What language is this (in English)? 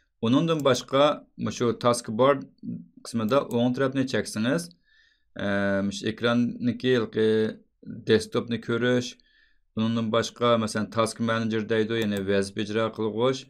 Uyghur